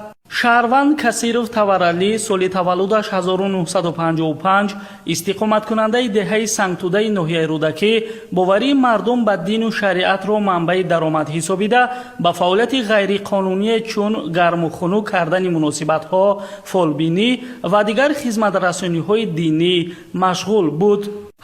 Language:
Tajik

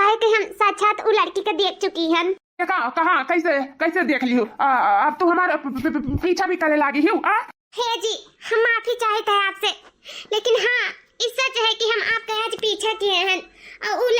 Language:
Awadhi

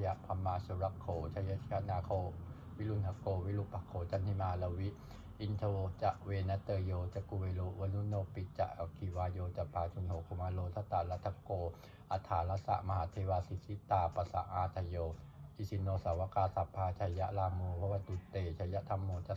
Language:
Pali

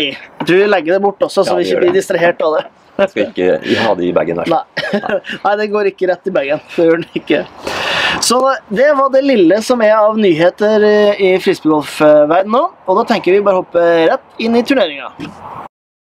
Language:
Norwegian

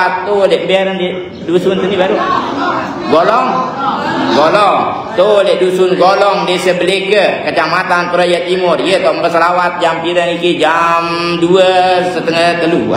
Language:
Sasak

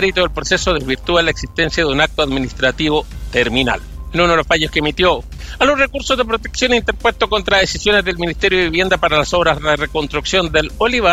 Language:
Spanish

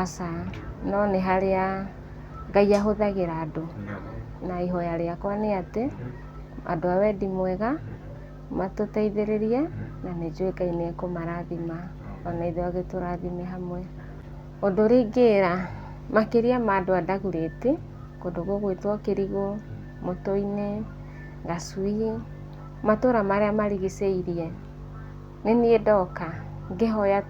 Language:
Kikuyu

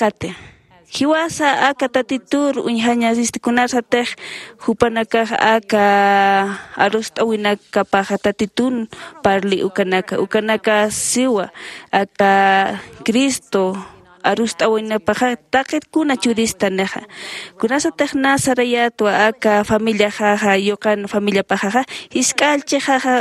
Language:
Aymara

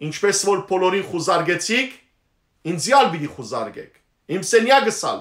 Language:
Western Armenian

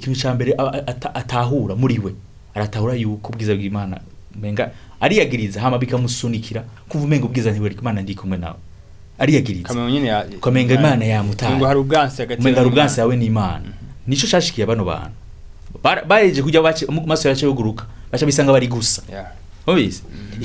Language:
Rundi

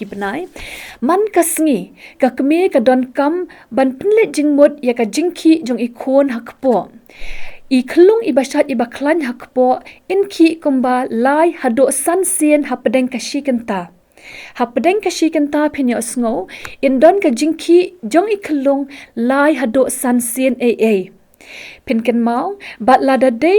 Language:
Khasi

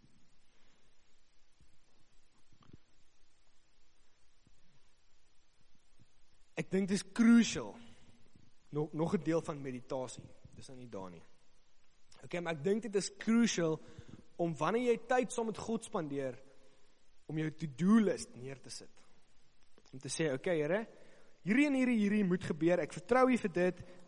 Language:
Afrikaans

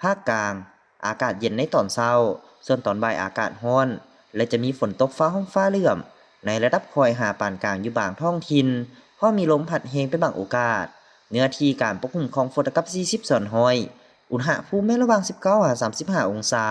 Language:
Lao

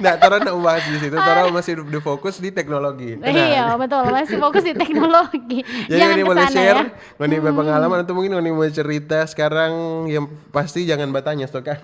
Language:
Manado Malay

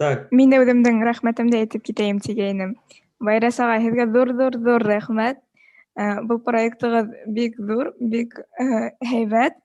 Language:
Bashkir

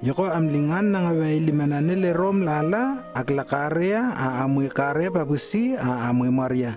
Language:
Lewo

